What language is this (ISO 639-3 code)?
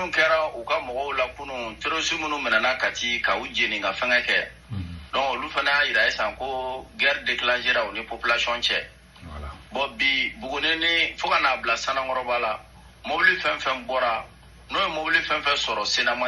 bam